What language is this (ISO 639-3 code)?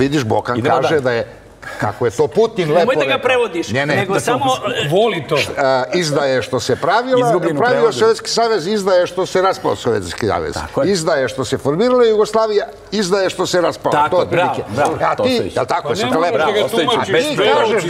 srp